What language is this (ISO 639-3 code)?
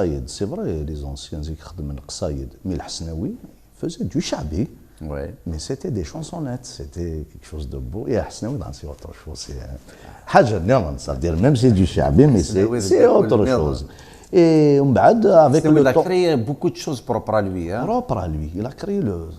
kab